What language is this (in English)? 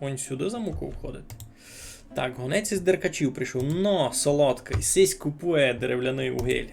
Rusyn